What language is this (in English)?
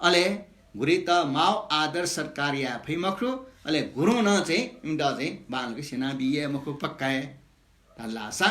Newari